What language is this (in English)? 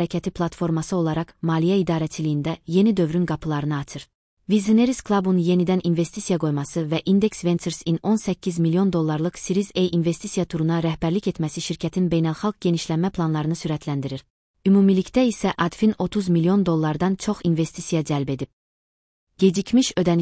Azerbaijani